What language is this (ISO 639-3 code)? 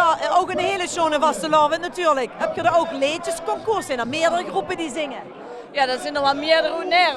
lim